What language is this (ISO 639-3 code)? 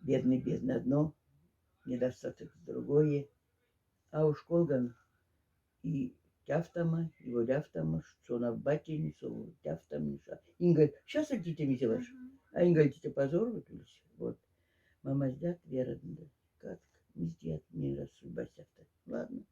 mdf